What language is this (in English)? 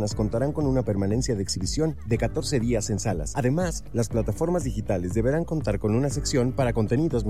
Spanish